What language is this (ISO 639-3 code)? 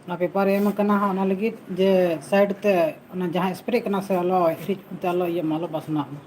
sat